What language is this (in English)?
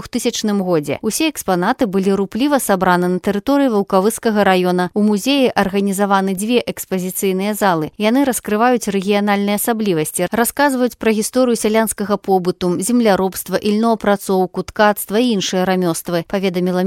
Belarusian